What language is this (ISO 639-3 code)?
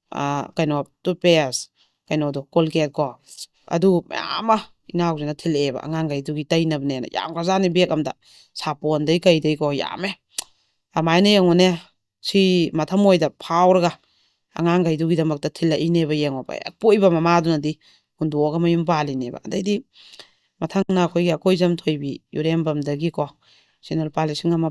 mni